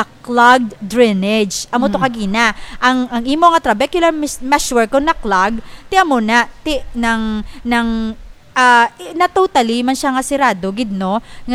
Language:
Hiligaynon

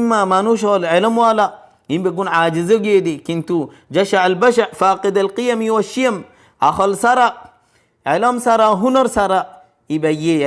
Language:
Rohingya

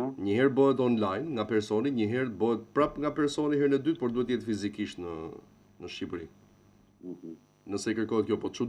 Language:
Albanian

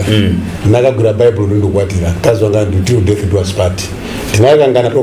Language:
Nyanja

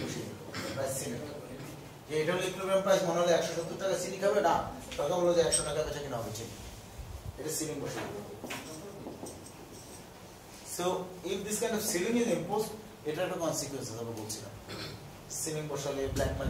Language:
Bangla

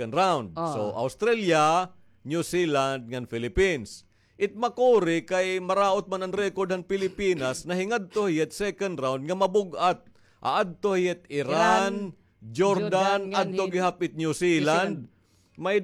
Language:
Waray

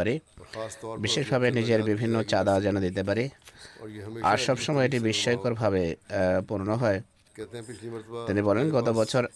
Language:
Bangla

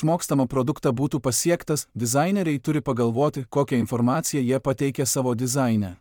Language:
Lithuanian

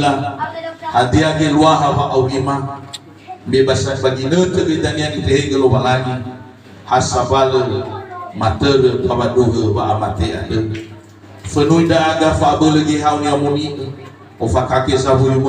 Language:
Nias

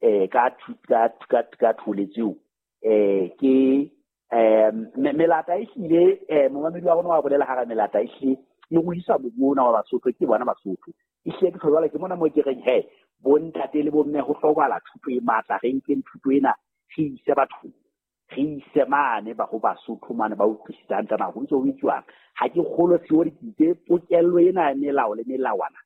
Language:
Southern Sotho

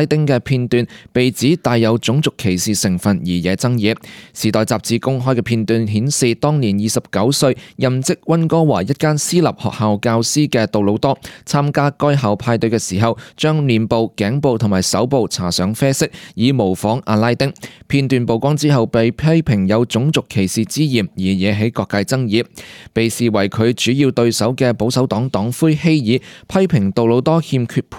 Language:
Cantonese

